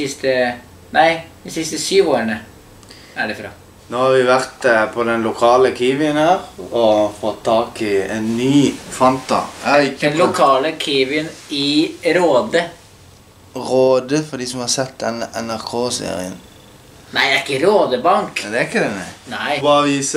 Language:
Norwegian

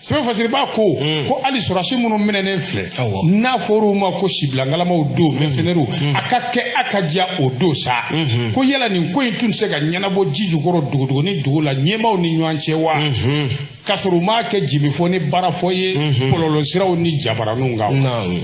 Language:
Bambara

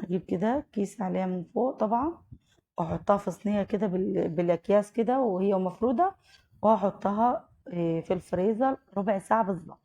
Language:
Egyptian Arabic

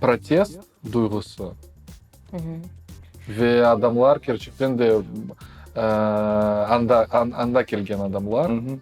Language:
Crimean Tatar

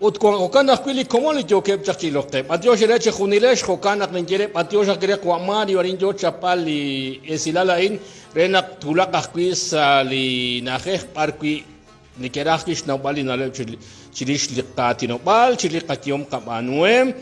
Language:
Kekchí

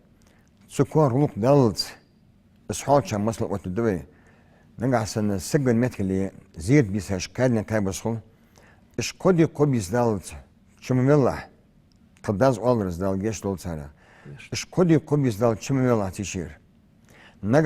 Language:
Ingush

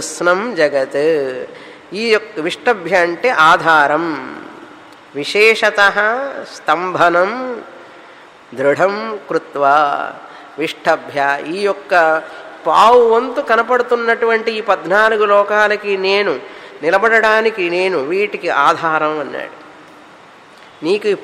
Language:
Telugu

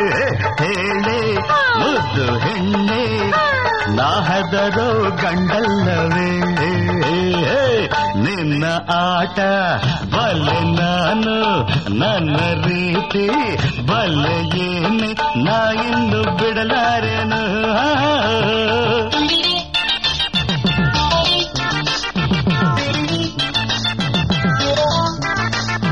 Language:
Kannada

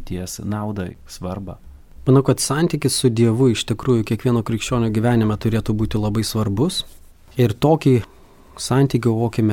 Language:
Lithuanian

